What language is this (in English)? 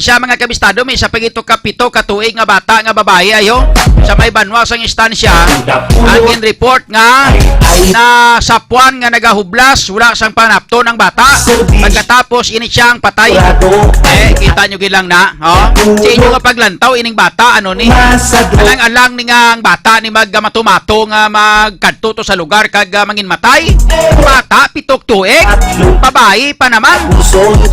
Hiligaynon